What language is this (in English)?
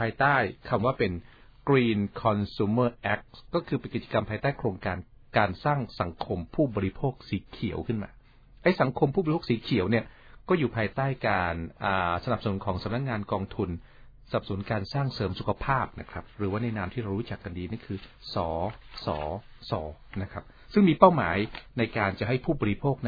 Thai